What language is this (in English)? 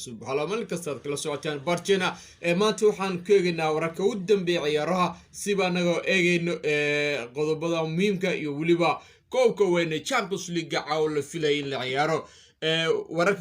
Somali